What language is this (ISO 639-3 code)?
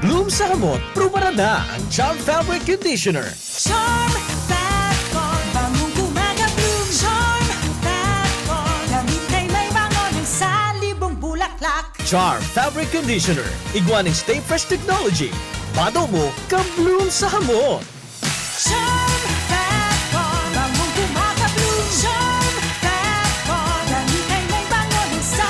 bik